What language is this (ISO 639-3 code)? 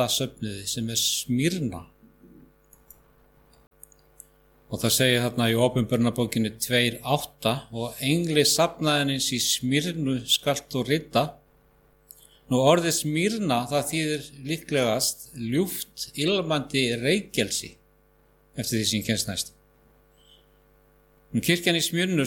isl